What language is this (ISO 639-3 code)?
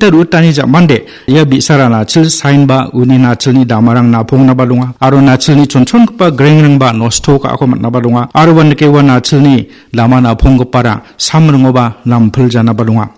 grt